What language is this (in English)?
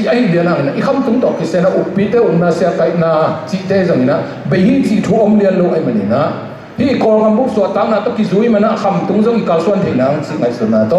Tedim Chin